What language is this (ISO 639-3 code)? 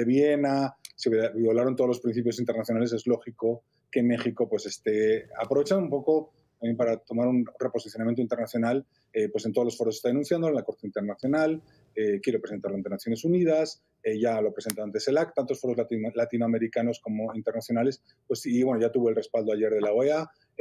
spa